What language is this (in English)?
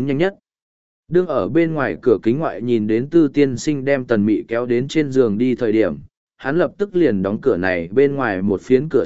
Vietnamese